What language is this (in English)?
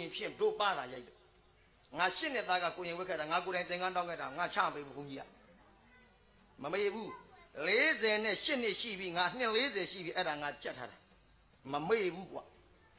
Burmese